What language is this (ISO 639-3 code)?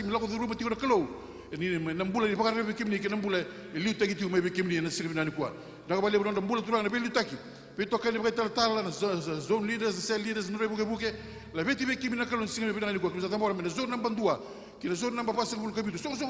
fij